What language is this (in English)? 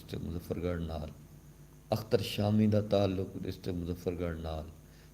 Saraiki